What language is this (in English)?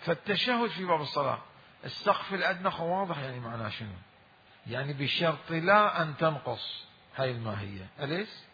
Mesopotamian Arabic